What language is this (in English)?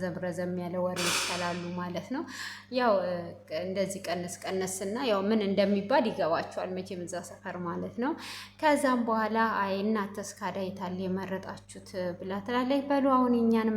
Amharic